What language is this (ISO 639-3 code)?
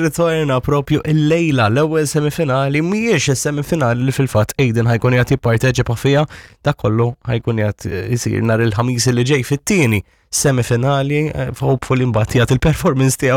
mlt